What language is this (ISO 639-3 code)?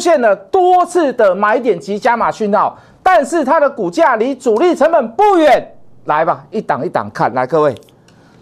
zho